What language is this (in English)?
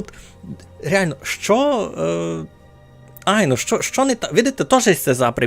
Rusyn